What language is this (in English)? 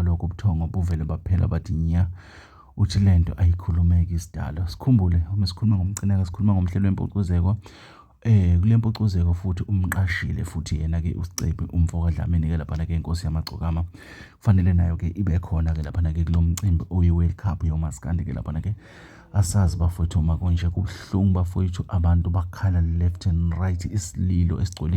Zulu